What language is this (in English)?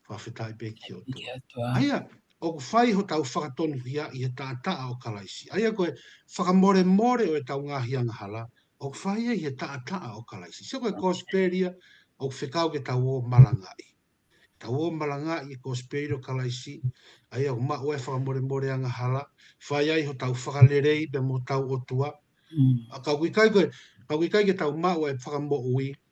Tongan